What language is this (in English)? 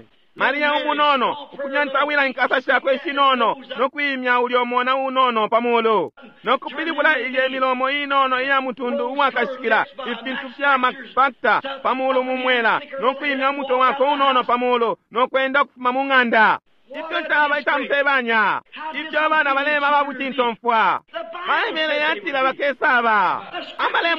Bemba